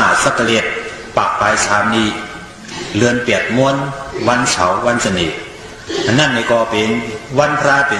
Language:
Shan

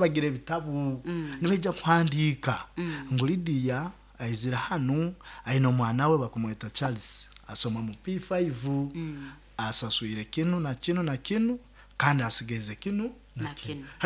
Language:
Nyoro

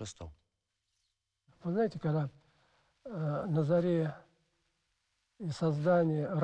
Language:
Russian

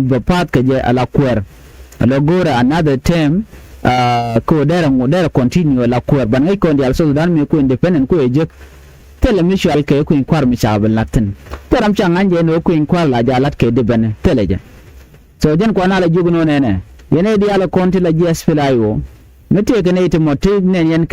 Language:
Nuer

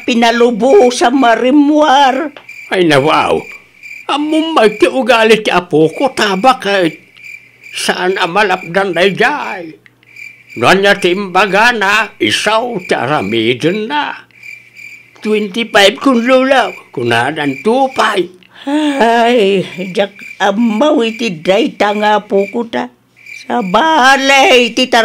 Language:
Iloko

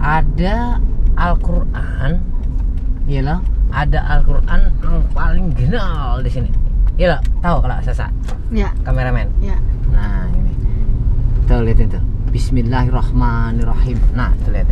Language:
Banjar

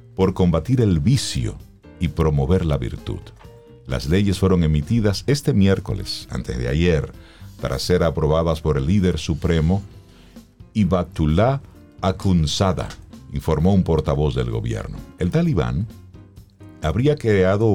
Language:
Spanish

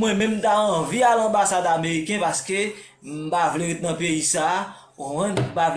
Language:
Haitian Creole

